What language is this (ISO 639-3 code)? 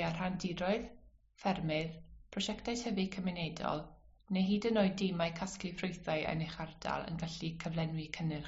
cym